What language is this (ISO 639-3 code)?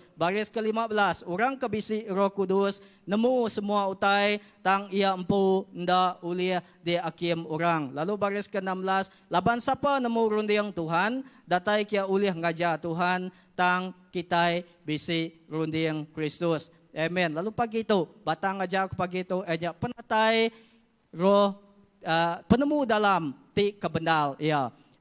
iba